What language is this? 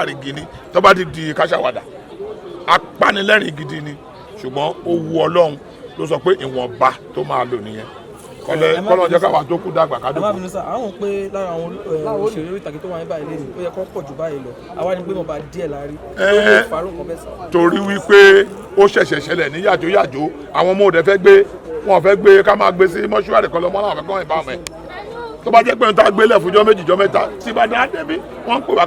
Yoruba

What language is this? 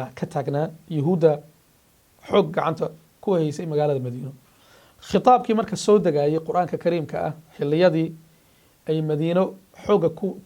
Somali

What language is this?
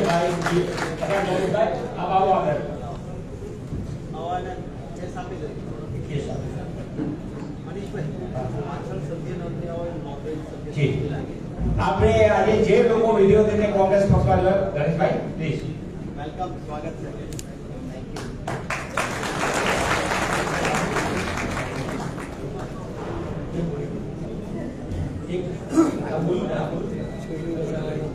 Gujarati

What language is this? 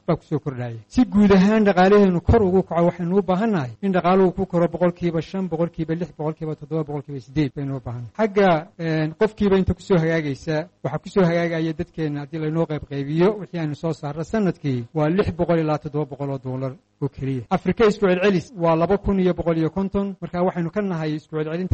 Somali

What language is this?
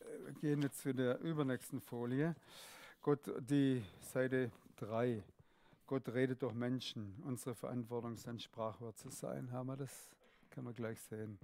Swiss German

